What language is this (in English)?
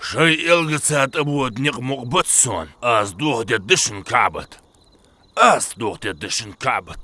Ingush